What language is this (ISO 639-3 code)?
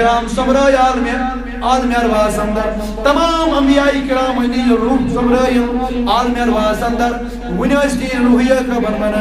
kas